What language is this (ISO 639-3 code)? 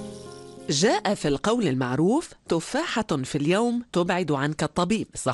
ara